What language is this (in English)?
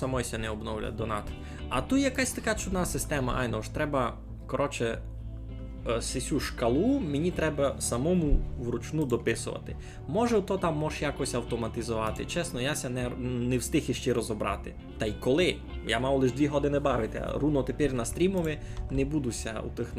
Rusyn